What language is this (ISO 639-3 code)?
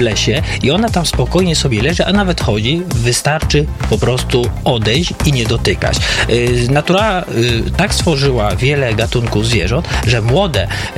pol